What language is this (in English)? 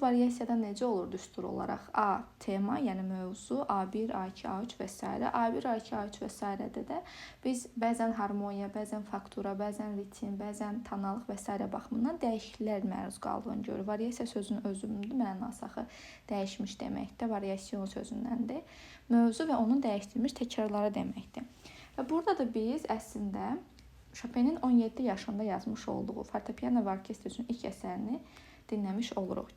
Azerbaijani